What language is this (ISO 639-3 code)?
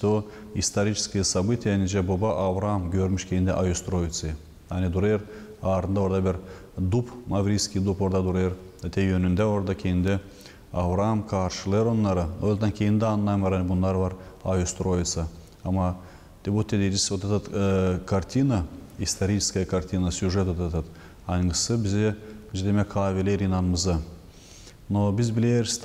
gag